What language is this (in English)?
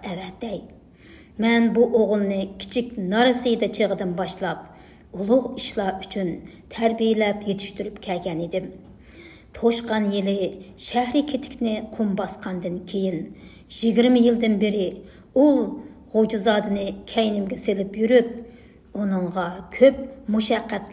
Uyghur